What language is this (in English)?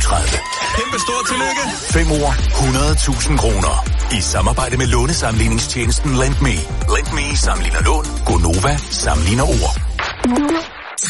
Danish